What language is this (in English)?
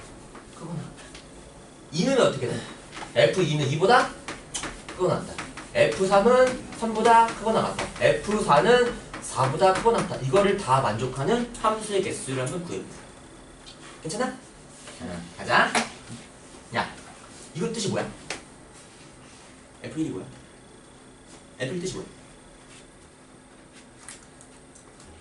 Korean